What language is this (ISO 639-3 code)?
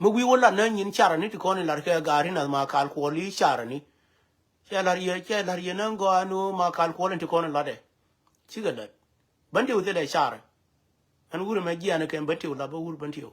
nus